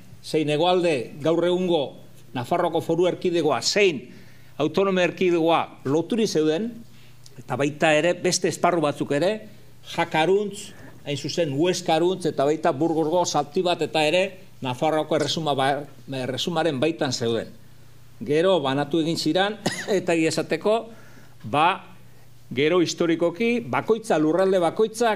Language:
Basque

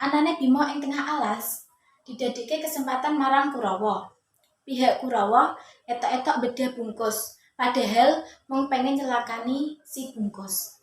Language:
Javanese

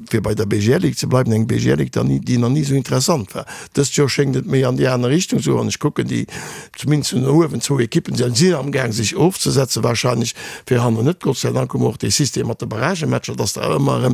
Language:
Luxembourgish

